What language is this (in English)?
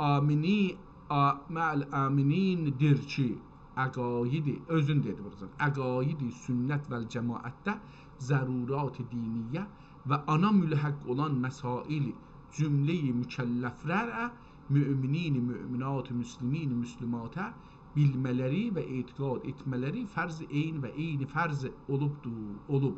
South Azerbaijani